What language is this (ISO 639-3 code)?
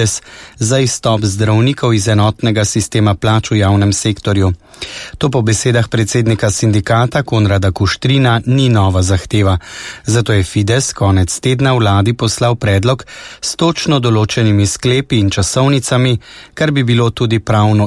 slv